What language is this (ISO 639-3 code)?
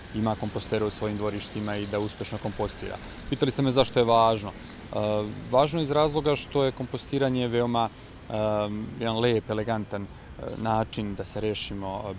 srp